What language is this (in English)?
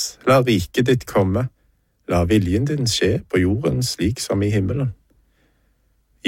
Norwegian